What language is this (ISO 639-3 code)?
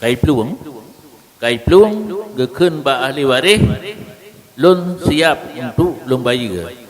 ace